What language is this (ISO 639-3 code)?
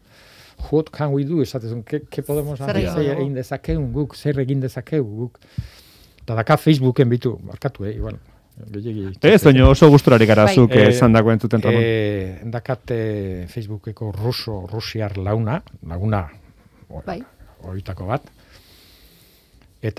eus